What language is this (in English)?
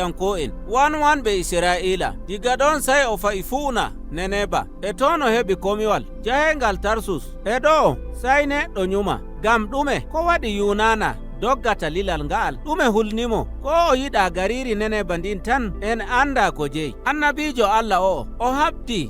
Nigerian Fulfulde